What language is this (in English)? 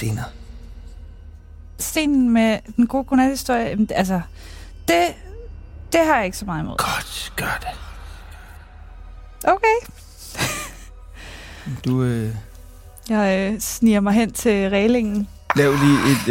Danish